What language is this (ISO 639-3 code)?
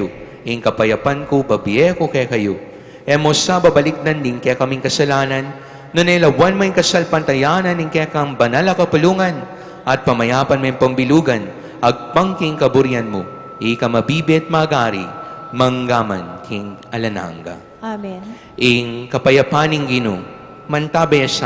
pam